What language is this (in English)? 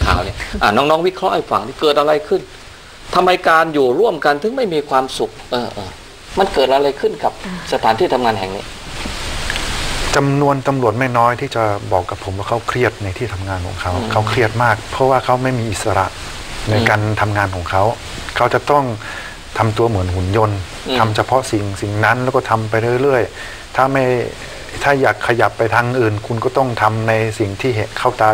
Thai